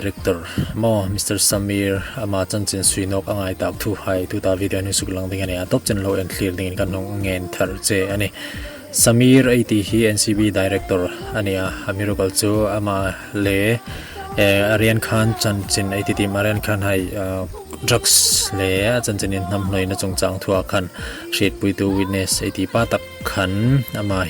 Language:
Hmar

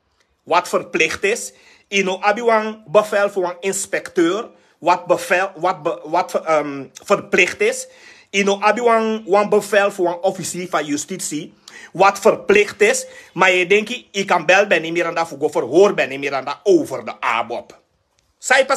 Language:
Sranan Tongo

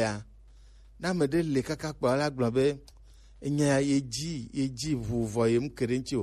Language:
Gen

